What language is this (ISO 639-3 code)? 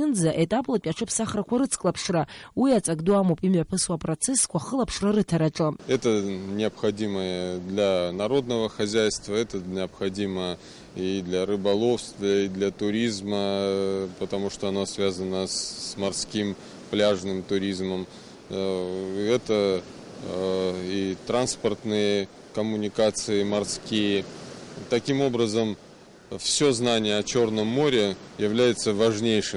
abk